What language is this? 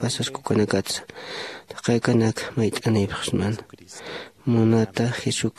Aymara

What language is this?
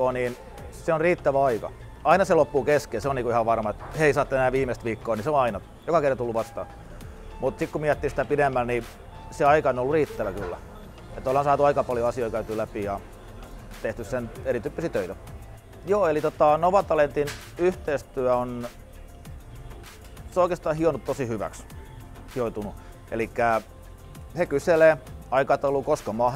Finnish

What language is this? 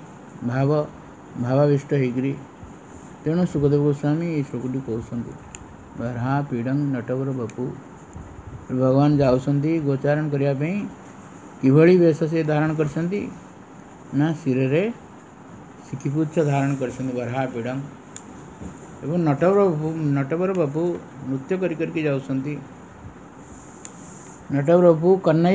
Odia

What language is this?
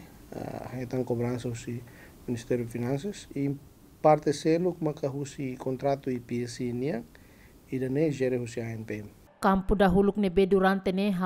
Tetum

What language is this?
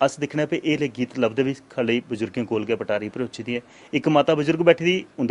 Dogri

